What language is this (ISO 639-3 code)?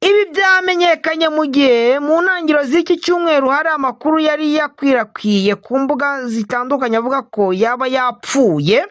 kin